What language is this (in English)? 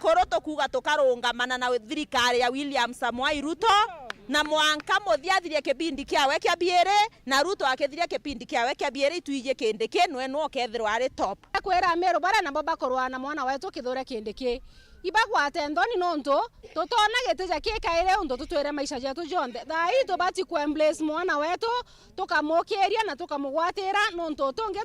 Meru